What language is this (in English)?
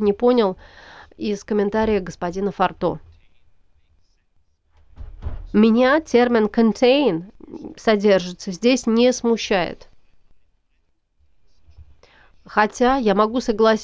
Russian